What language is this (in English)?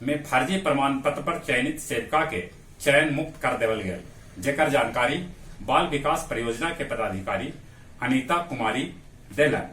Magahi